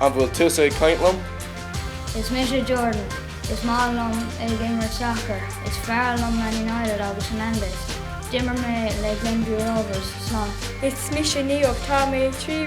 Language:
Irish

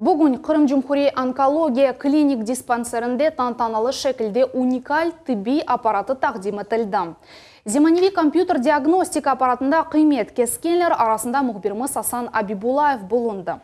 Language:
Crimean Tatar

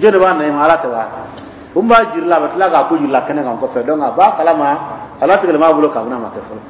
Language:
Dyula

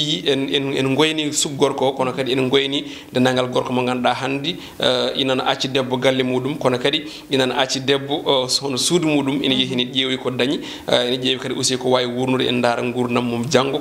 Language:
Fula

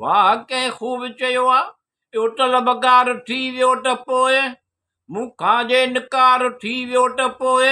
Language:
Sindhi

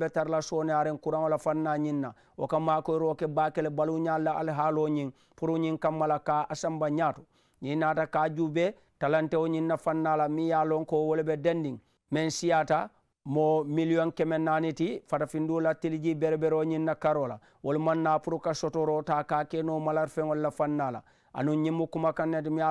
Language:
Mandingo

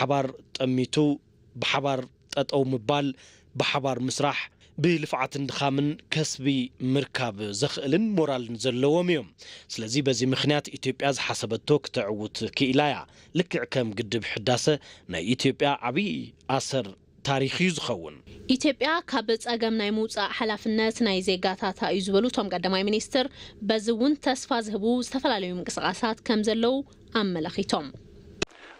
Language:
Tigrinya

